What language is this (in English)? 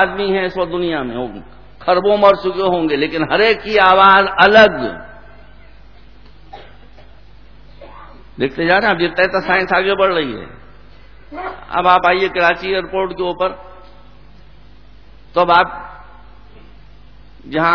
Urdu